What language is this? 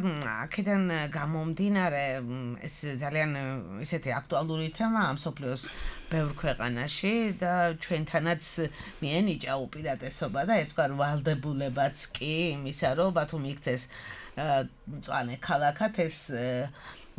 Georgian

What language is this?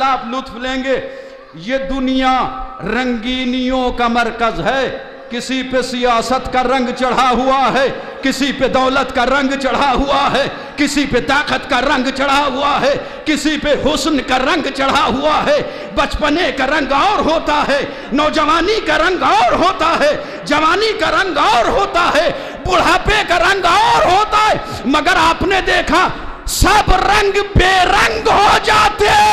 Urdu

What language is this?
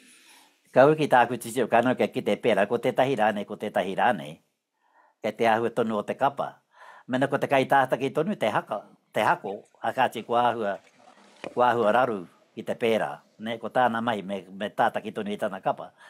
Māori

